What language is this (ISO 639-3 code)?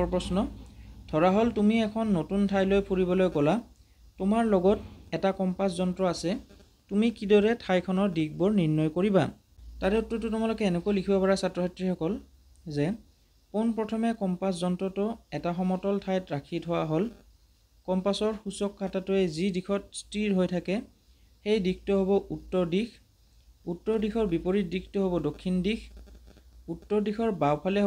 asm